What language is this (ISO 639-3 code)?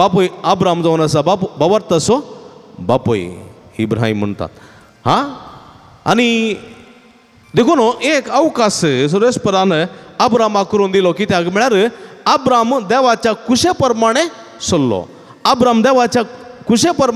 kok